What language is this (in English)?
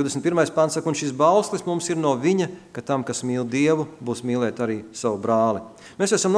Latvian